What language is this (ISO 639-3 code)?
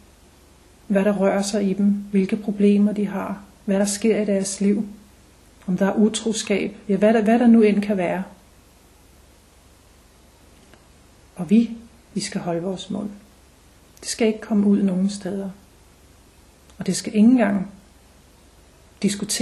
dan